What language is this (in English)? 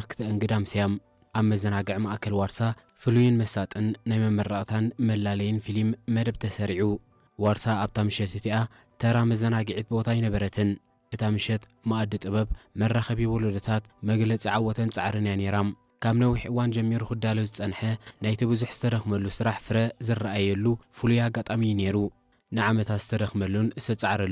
Tigrinya